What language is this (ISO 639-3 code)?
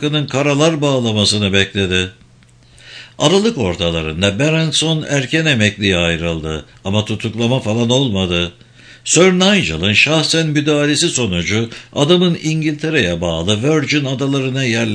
tur